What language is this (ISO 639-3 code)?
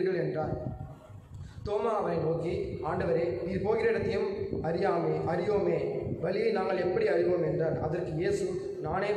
tam